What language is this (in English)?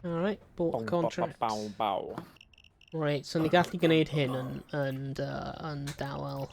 Welsh